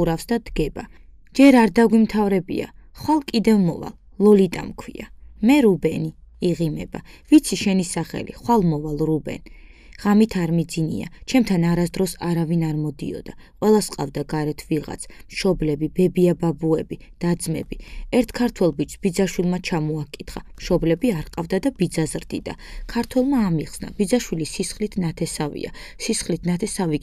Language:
Georgian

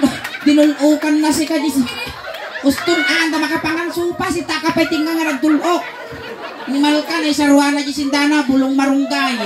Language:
Iloko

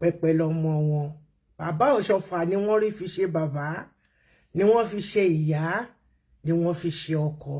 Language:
Yoruba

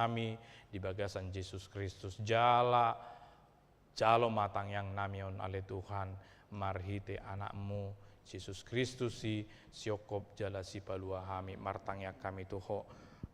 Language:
Batak Toba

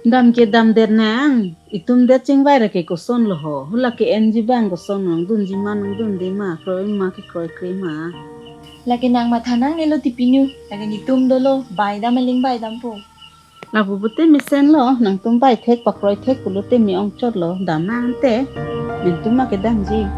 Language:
Karbi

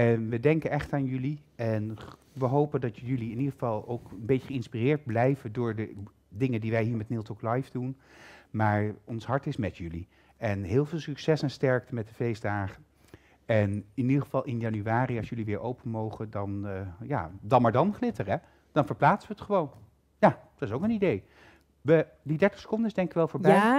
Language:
Dutch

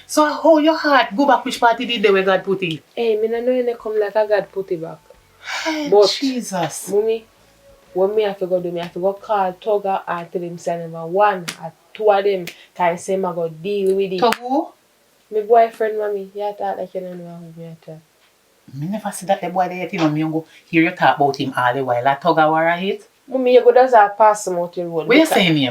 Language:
Jamaican Creole English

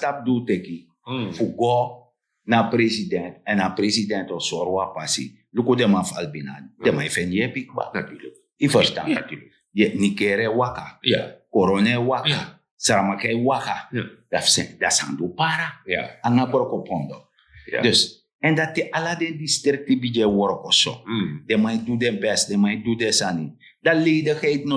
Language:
Sranan Tongo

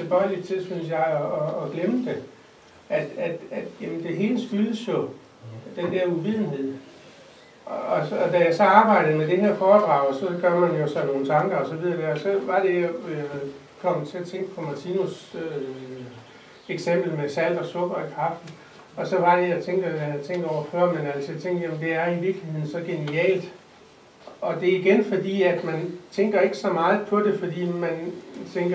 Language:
Danish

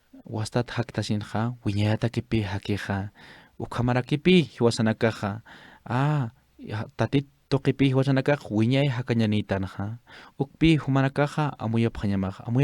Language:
Aymara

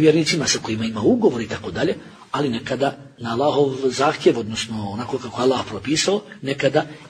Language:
Bosnian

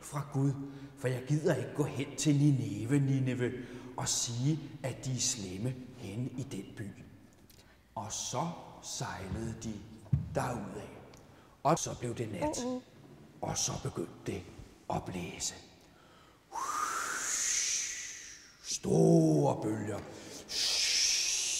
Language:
Danish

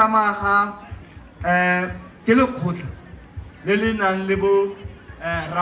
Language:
Tswana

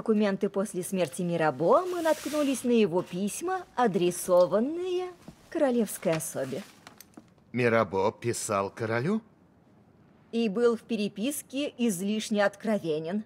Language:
Russian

